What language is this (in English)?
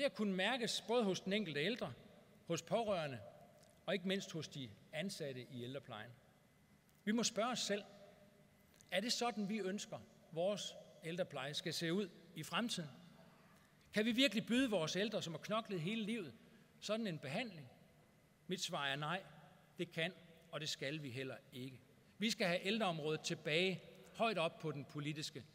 Danish